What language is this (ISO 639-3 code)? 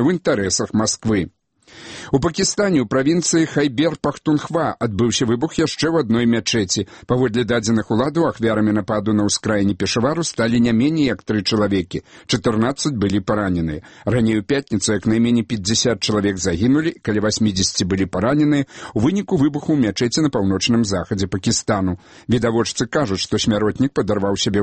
bel